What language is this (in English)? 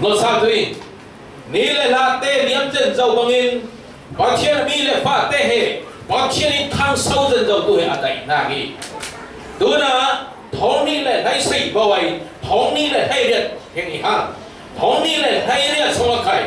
Falam Chin